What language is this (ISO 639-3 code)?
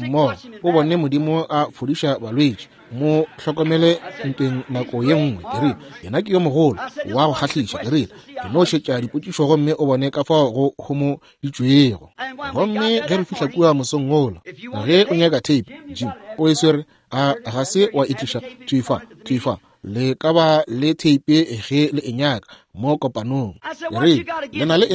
nso